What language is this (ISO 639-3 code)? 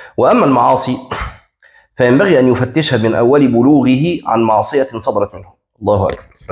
ara